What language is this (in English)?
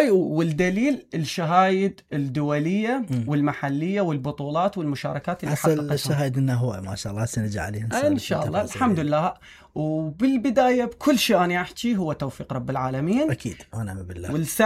Mesopotamian Arabic